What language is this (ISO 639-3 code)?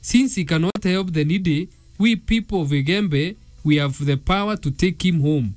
mer